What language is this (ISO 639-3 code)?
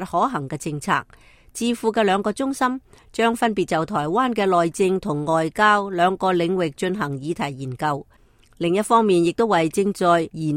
yue